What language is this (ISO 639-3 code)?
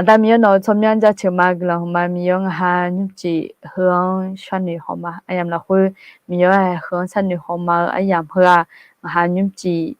ahk